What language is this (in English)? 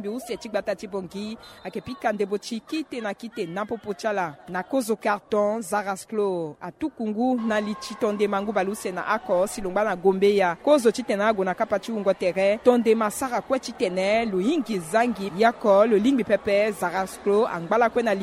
Sango